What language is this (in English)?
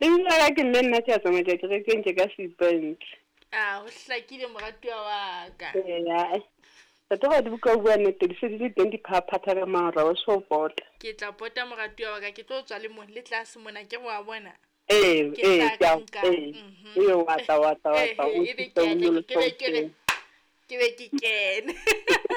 Southern Sotho